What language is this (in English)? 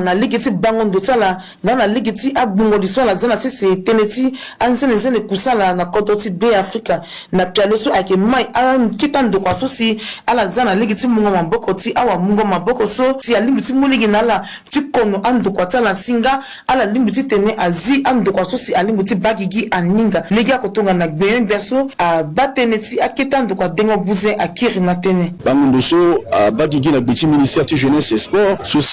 Sango